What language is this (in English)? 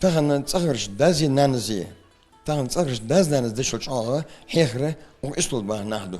Ingush